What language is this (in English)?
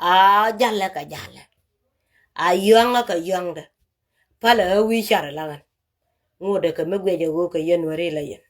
Nuer